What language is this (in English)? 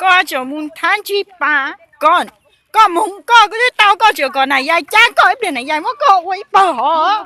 Hmong